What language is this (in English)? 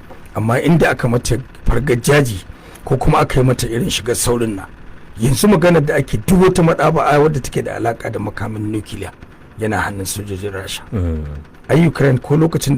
Hausa